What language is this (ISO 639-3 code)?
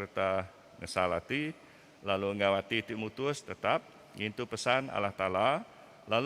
iba